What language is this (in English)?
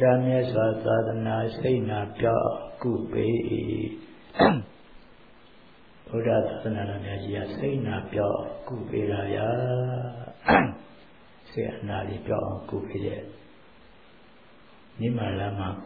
Burmese